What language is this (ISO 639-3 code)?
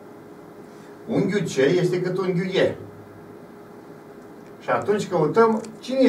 ron